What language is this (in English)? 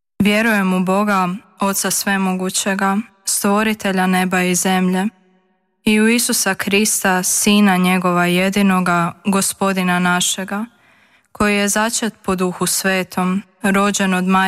Croatian